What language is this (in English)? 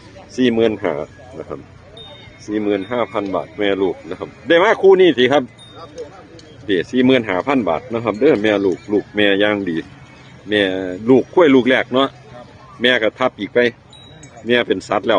Northeastern Thai